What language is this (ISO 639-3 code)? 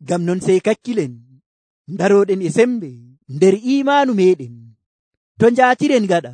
fuv